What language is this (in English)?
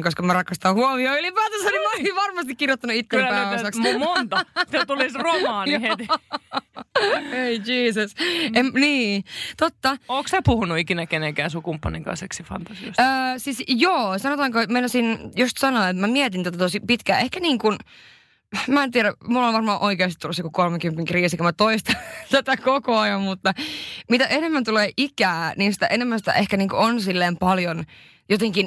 Finnish